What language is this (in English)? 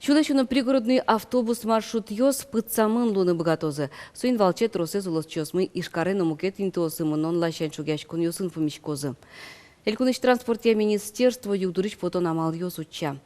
Udmurt